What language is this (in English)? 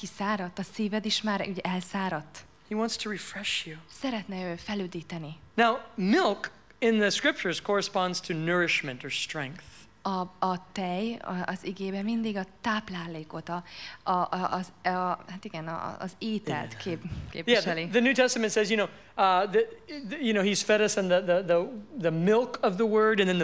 Hungarian